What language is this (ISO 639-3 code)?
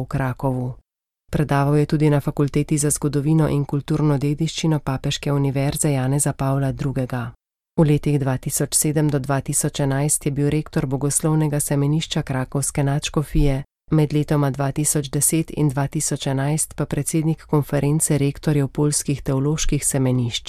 slv